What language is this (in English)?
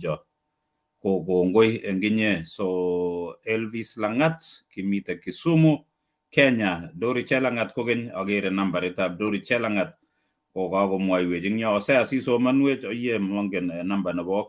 Kalenjin